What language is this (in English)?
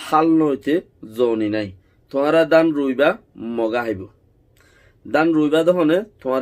Rohingya